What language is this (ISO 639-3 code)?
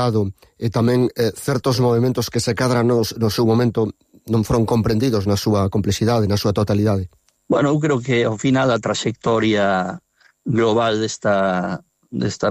glg